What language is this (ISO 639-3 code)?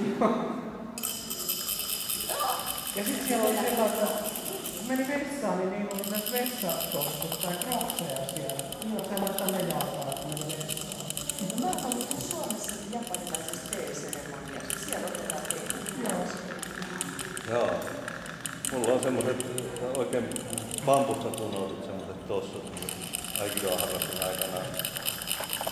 fin